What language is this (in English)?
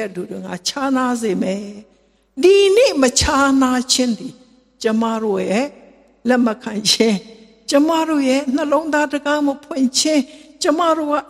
Burmese